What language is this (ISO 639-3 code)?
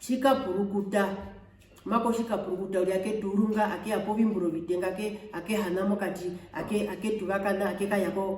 her